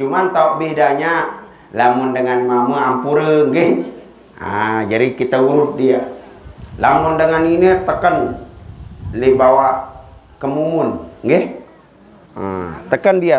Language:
Sasak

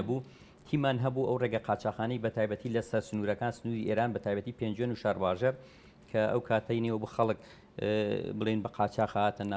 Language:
Central Kurdish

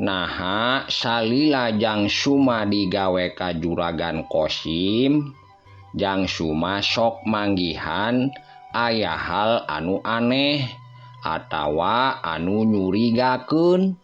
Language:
Sundanese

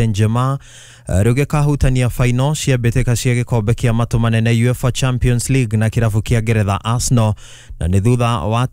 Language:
Kikuyu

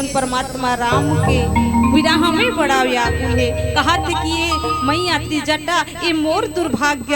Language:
Chhattisgarhi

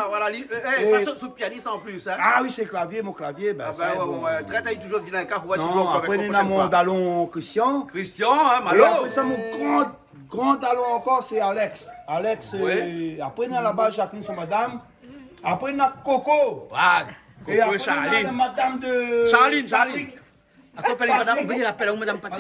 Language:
Réunion Creole French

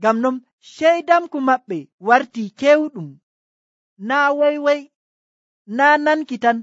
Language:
Nigerian Fulfulde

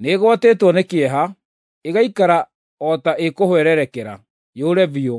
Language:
Kikuyu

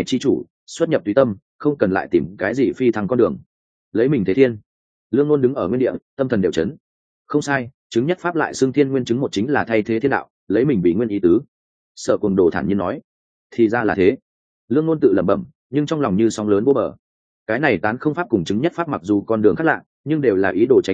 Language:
Vietnamese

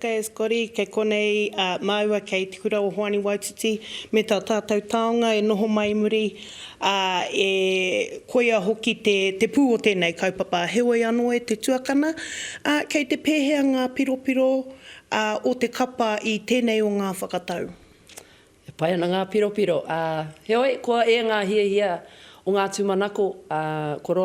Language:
Māori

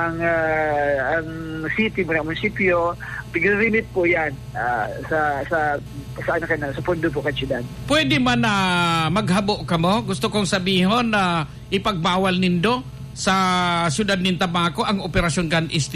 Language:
Bikol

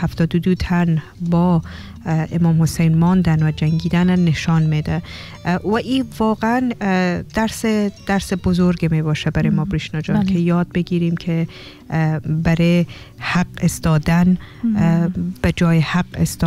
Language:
Persian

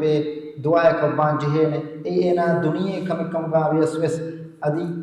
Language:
Divehi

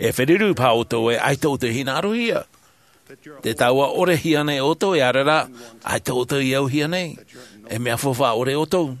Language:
Tahitian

